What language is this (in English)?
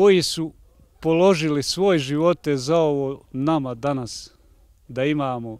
Bosnian